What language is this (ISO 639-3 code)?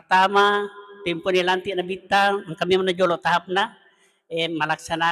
bug